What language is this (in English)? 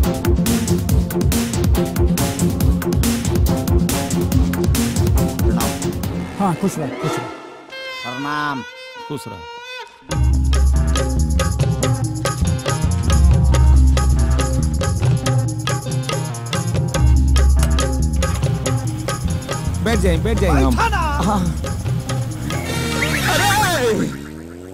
Bhojpuri